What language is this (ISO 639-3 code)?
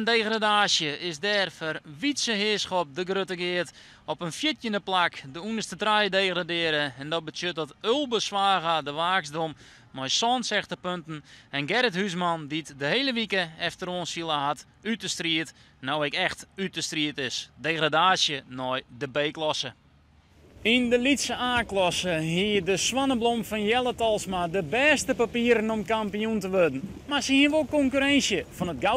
fry